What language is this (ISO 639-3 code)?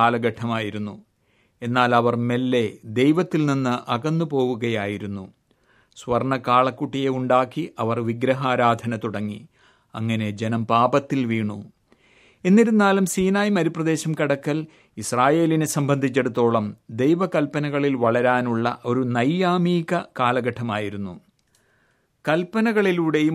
mal